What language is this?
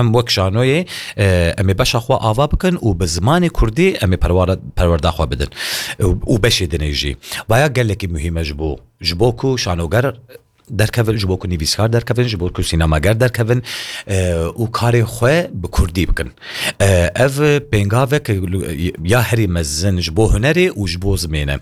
Kurdish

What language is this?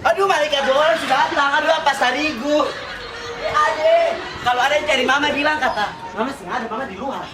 Ambonese Malay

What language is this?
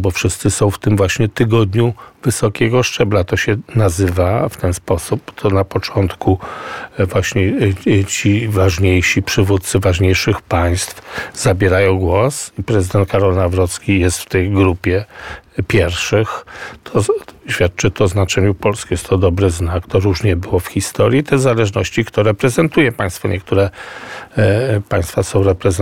Polish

